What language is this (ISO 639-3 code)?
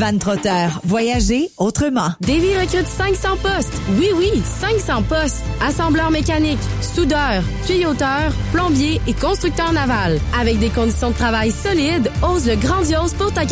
fra